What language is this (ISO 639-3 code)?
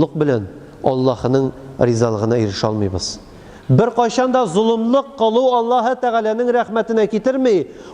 tat